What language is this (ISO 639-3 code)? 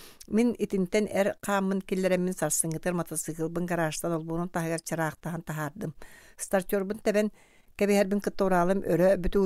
sah